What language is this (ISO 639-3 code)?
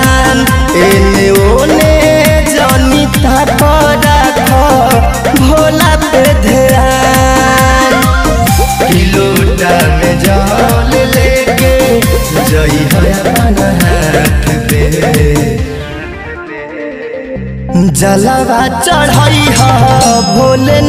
bho